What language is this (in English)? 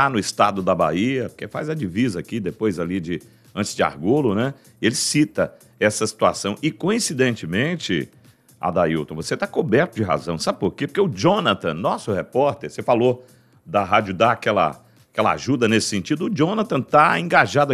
Portuguese